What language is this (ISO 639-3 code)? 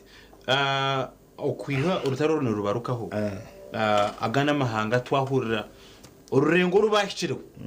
nyn